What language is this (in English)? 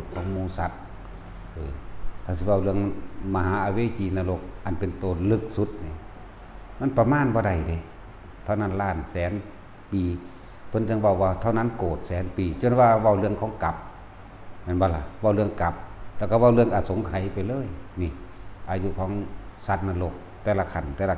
Northeastern Thai